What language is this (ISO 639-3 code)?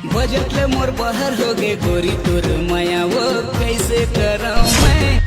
hne